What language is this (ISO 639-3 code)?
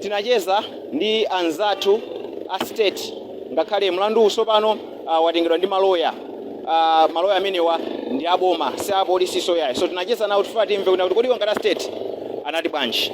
nya